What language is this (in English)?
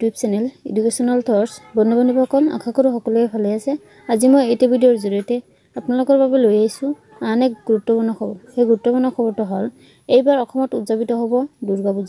Assamese